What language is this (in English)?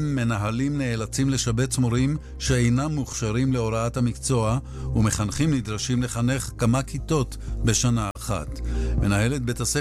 Hebrew